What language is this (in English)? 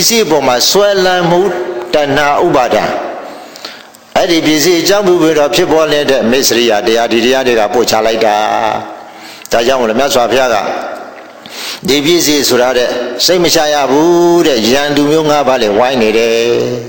Burmese